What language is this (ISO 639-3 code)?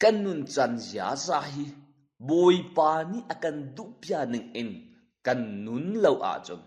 cnh